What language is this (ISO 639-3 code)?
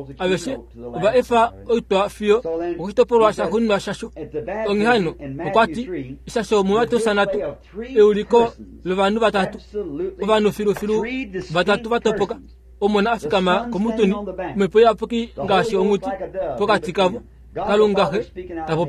kua